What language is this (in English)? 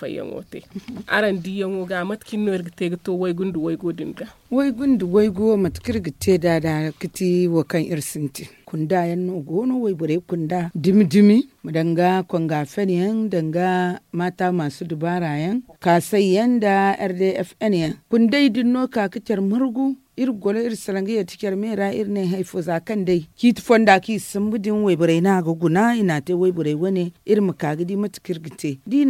Zarma